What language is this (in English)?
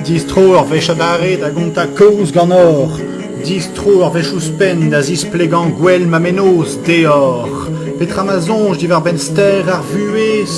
Breton